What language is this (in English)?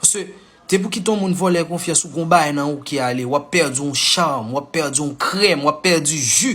Haitian Creole